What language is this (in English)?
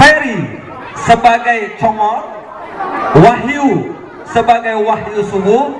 Betawi